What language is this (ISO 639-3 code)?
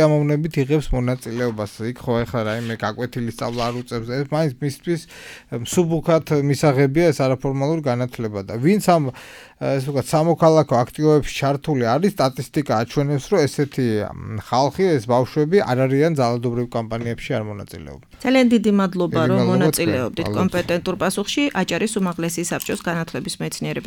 kat